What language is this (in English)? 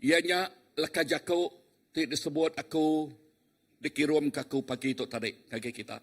Iban